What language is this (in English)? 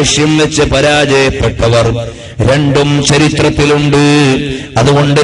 Malayalam